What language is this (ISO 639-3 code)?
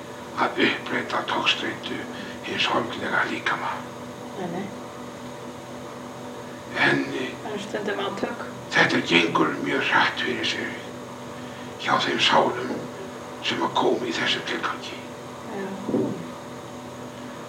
isl